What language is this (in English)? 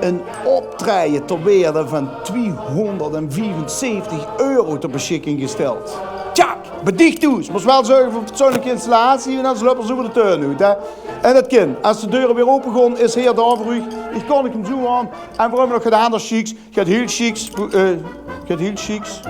Limburgish